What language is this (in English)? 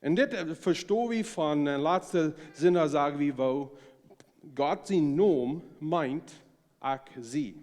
Plautdietsch